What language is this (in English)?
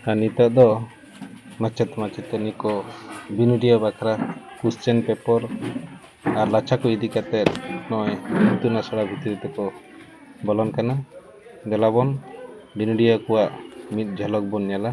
Santali